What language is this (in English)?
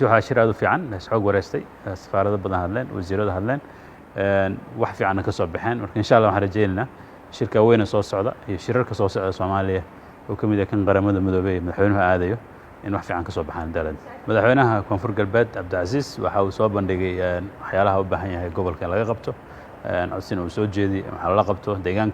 Somali